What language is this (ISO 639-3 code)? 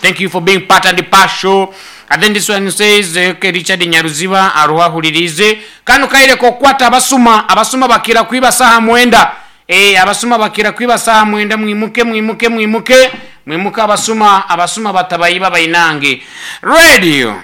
nyn